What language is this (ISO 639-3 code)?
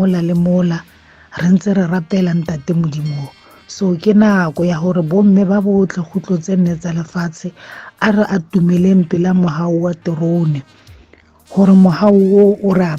tsn